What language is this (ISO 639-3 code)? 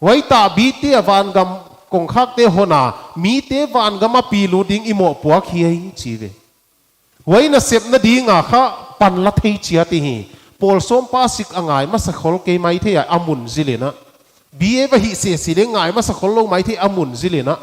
pck